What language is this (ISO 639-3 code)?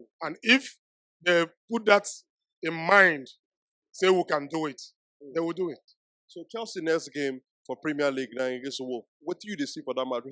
pcm